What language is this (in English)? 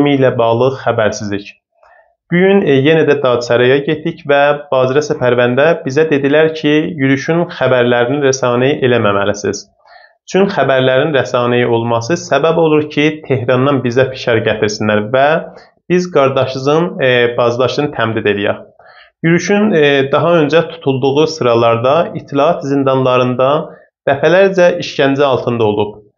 South Azerbaijani